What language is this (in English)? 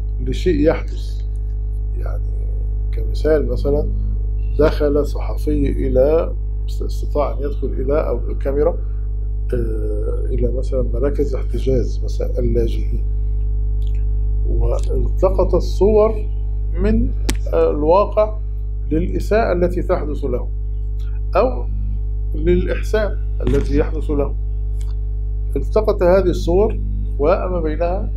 Arabic